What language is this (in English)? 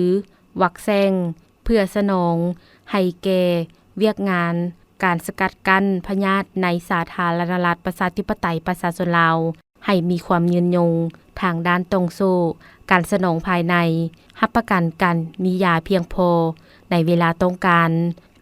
Lao